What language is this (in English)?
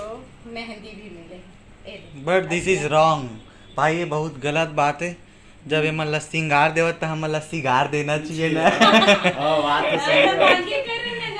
Chhattisgarhi